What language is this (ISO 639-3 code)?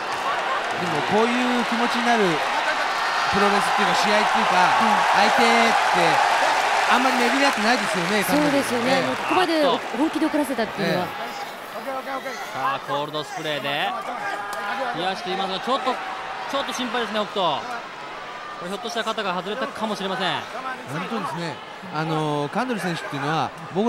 jpn